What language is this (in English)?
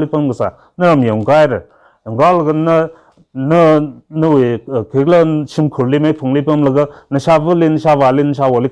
Tangkhul Naga (India)